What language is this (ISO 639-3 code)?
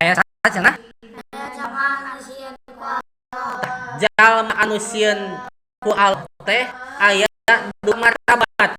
sun